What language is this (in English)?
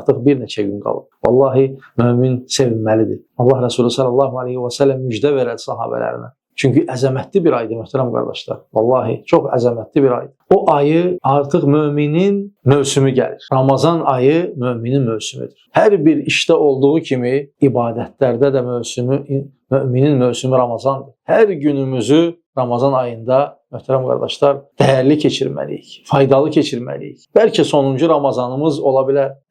Azerbaijani